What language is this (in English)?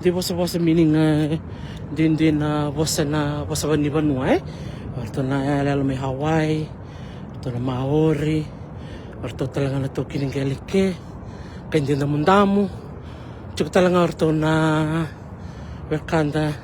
Fijian